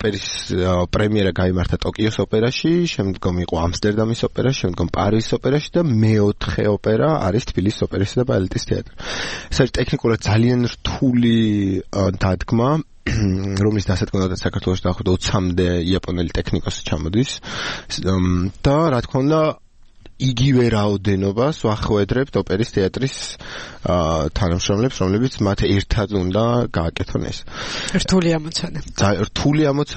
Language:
Georgian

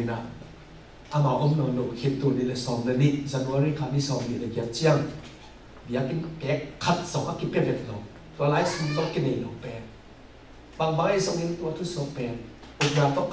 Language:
Tedim Chin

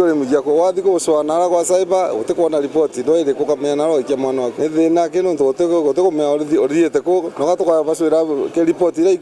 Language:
Meru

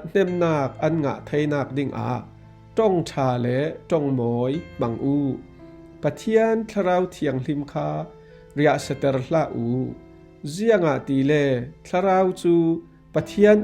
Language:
Falam Chin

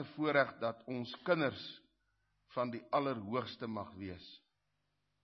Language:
Afrikaans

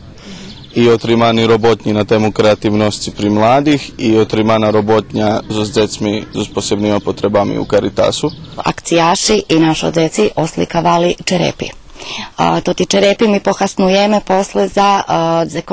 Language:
Rusyn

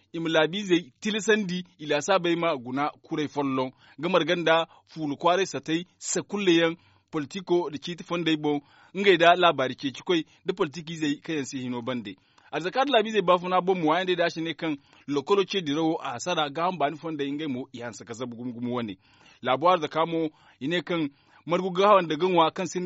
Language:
Zarma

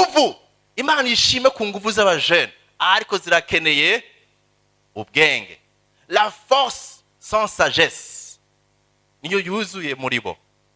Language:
Rundi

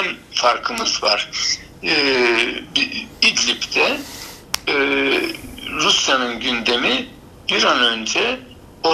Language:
Turkish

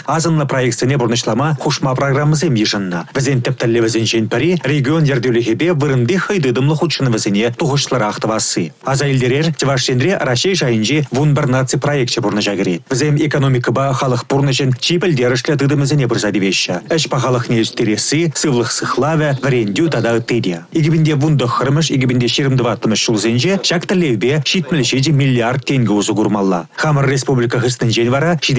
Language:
Chuvash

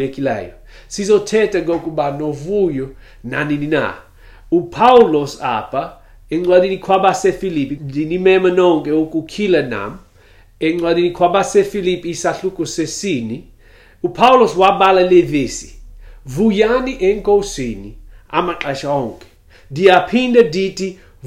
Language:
Xhosa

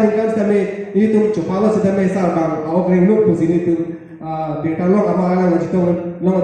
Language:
Karbi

